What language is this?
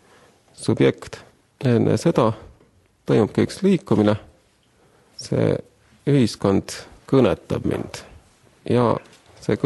Estonian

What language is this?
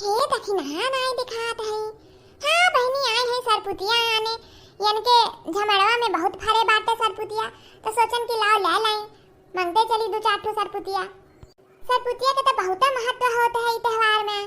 Awadhi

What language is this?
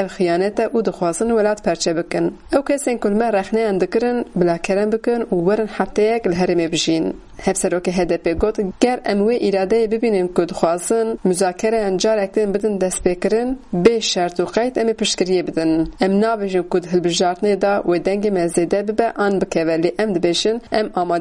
Kurdish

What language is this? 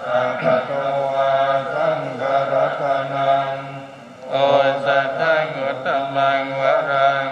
Pali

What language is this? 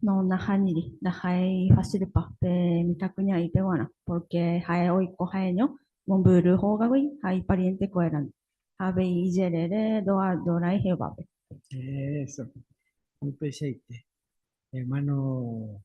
Guarani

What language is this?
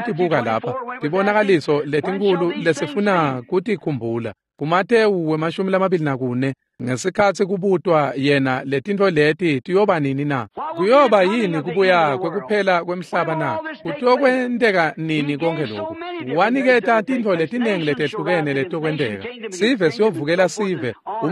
Swati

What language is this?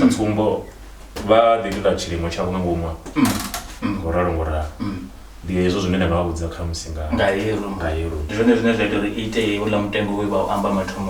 Venda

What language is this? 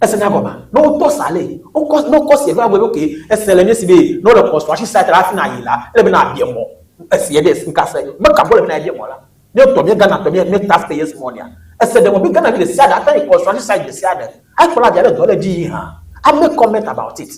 Ewe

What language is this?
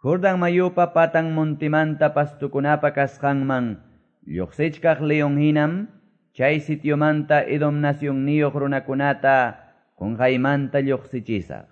Quechua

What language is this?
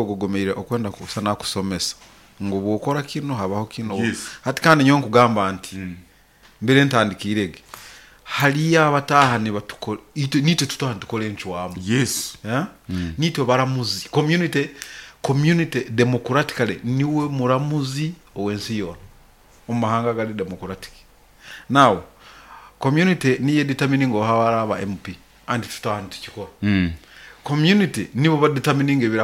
Nyoro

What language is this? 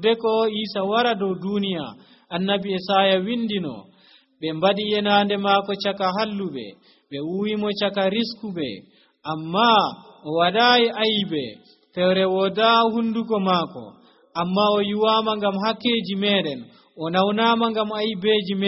Nigerian Fulfulde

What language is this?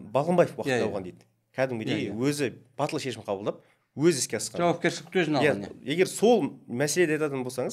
Kazakh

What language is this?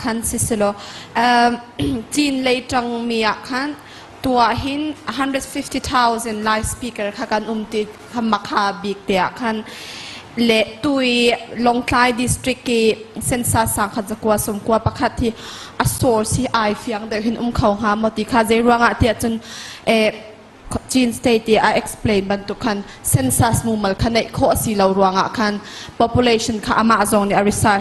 Hakha Chin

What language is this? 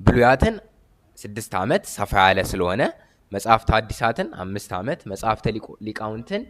Amharic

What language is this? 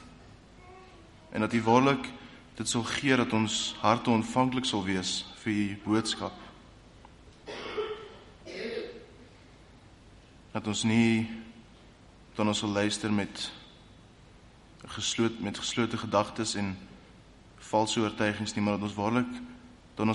Afrikaans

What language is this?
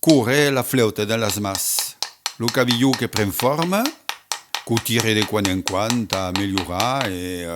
Occitan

